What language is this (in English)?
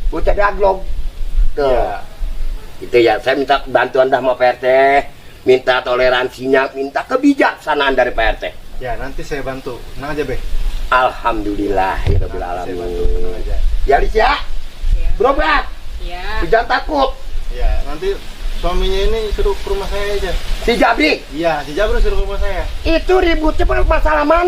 Betawi